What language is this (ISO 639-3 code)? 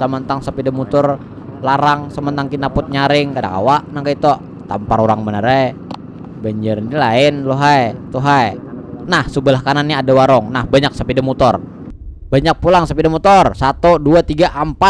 bjn